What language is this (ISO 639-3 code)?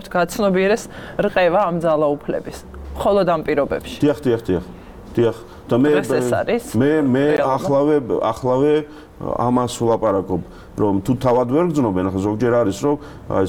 kat